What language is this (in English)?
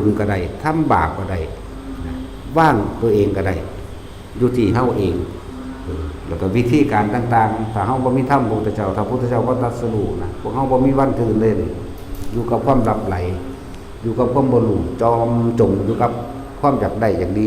Lao